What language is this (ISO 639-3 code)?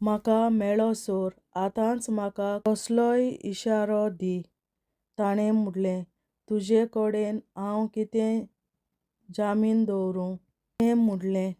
kok